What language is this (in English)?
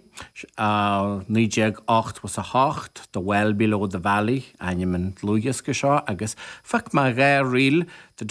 Irish